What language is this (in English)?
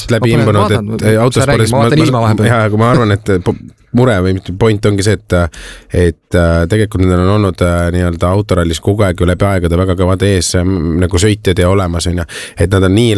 Estonian